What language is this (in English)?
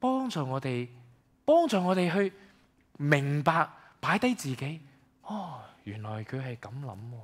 Cantonese